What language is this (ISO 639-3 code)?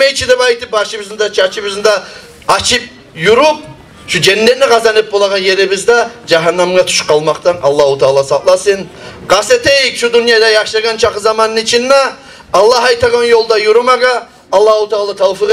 kum